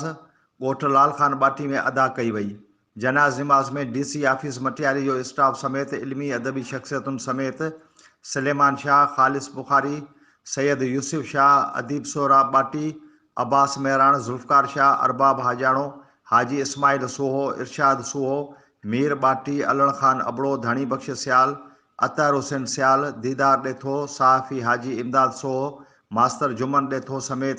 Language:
Sindhi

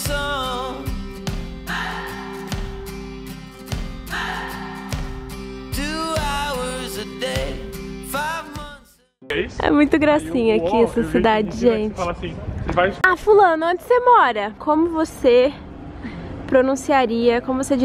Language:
Portuguese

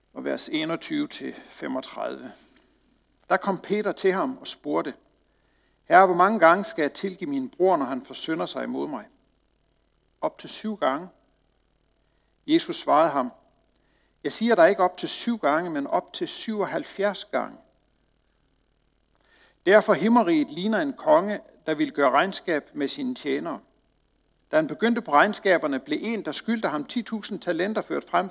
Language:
Danish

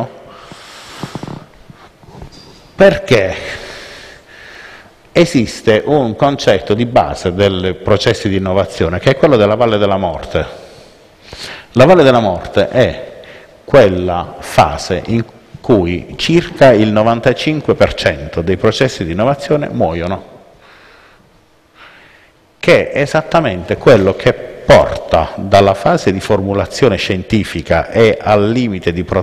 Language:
Italian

